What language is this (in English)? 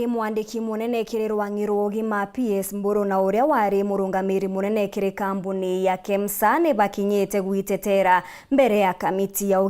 Meru